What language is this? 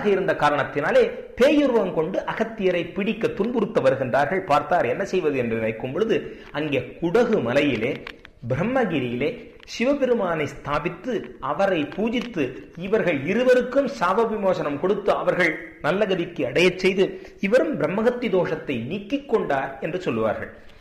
Tamil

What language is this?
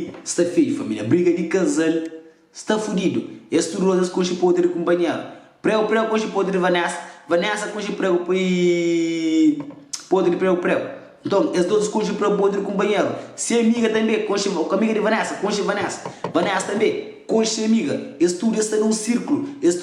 Kabuverdianu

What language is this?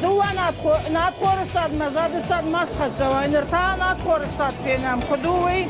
Ossetic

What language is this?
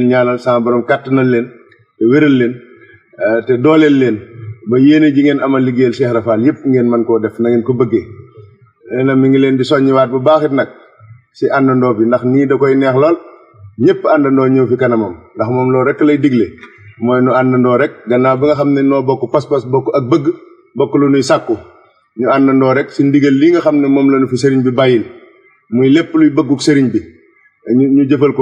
Wolof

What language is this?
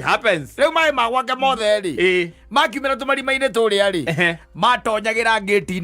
Kikuyu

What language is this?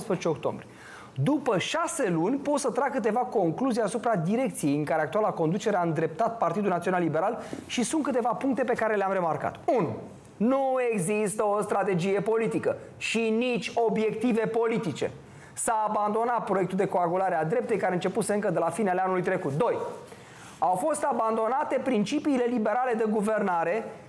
Romanian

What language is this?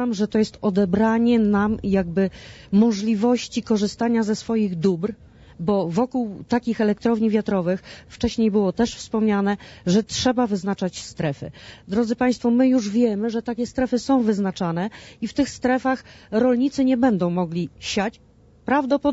Polish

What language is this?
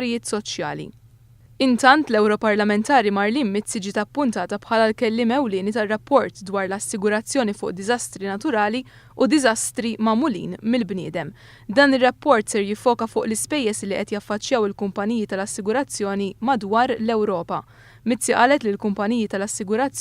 Maltese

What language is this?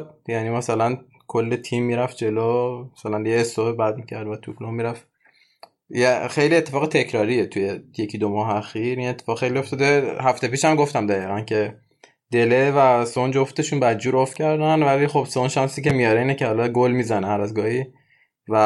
Persian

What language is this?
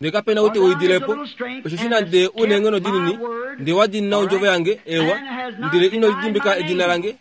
Kuanyama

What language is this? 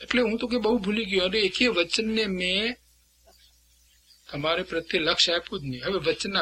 Gujarati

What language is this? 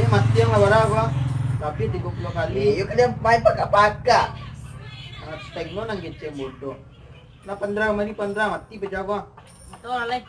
Minangkabau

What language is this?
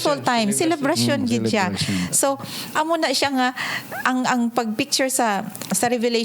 Hiligaynon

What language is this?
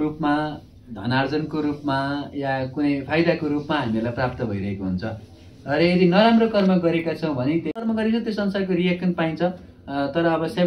Nepali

